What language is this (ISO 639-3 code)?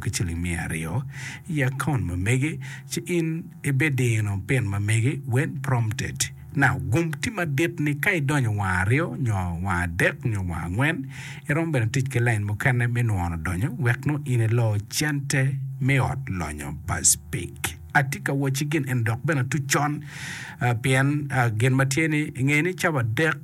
ach